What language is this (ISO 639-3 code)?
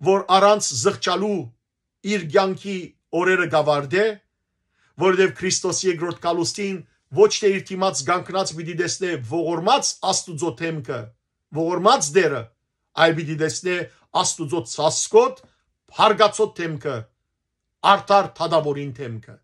hyw